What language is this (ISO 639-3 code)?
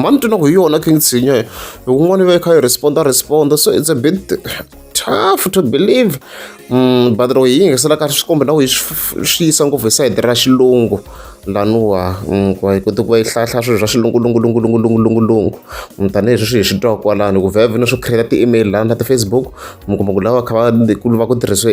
tso